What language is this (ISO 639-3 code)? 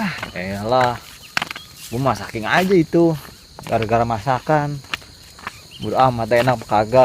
bew